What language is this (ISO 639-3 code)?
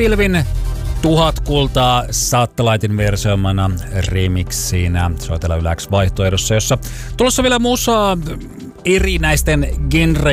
fin